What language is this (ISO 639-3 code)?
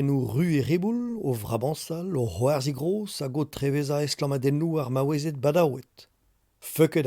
bre